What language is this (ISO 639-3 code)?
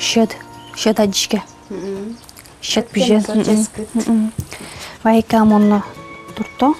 udm